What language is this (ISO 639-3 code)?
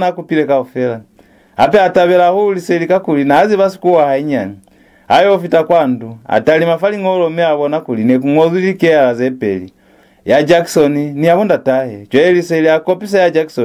loz